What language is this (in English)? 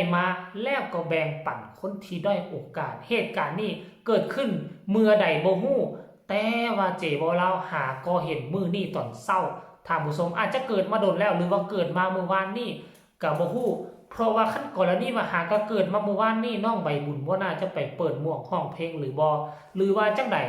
Northeastern Thai